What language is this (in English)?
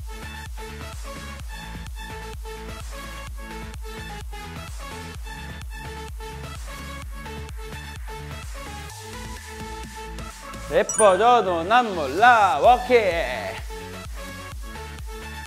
Korean